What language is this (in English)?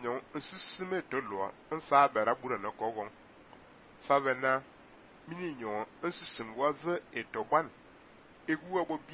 Fang